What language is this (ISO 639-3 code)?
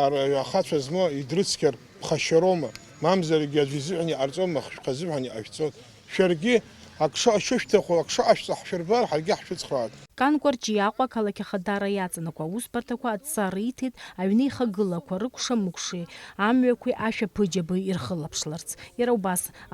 abk